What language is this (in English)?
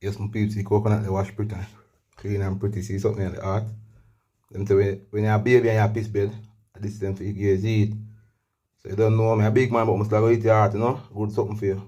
Jamaican Creole English